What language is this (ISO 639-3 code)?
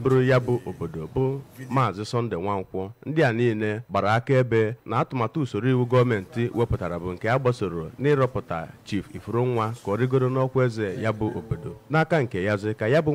ibo